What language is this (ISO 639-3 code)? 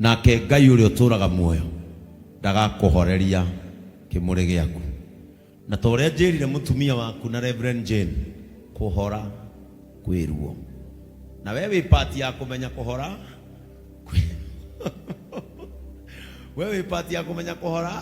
kik